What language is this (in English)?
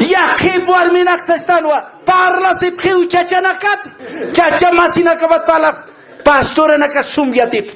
Aymara